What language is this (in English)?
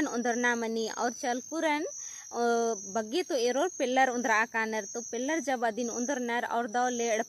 Kurukh